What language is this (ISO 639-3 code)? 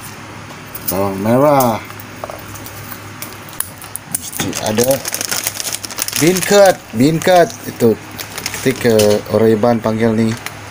msa